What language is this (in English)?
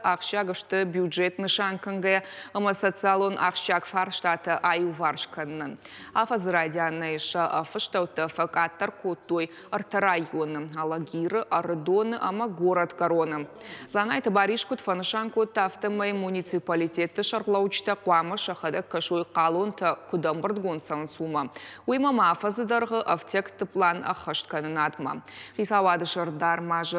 Ossetic